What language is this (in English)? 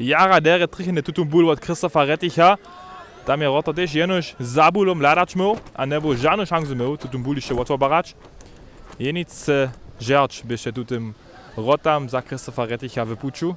Upper Sorbian